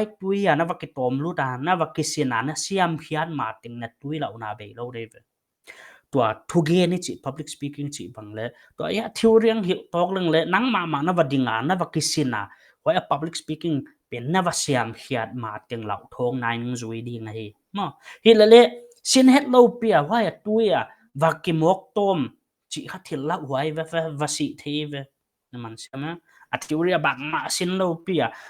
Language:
Paite Chin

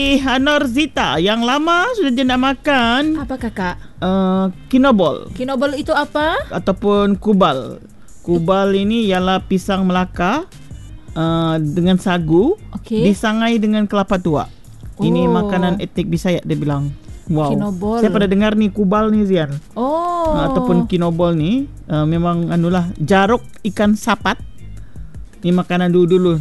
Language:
Malay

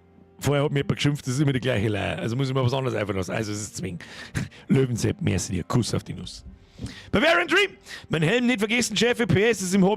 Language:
Bavarian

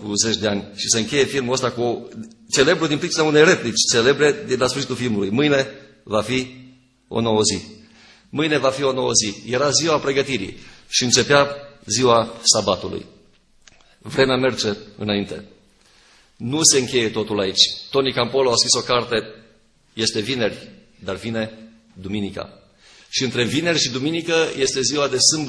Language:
Romanian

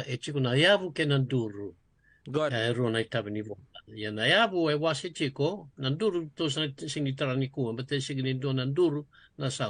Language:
Fijian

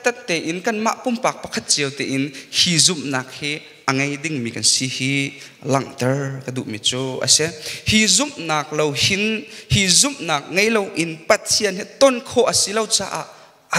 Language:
Hakha Chin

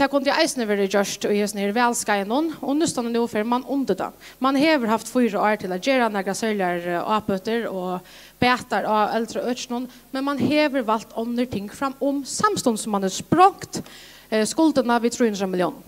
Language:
Faroese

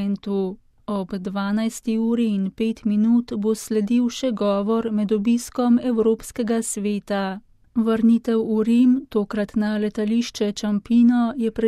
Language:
Slovenian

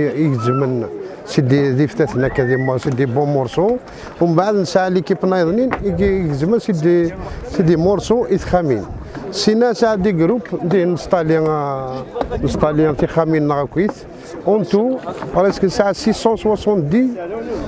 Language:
Kabyle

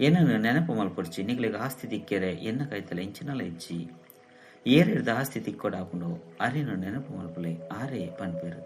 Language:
Tulu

